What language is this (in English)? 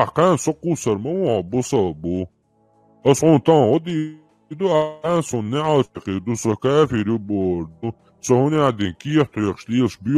Chechen